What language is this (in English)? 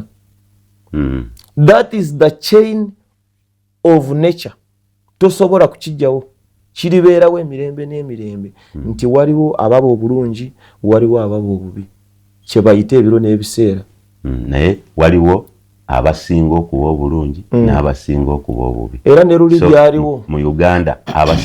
Ganda